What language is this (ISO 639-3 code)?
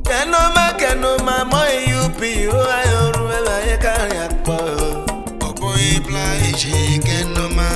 urh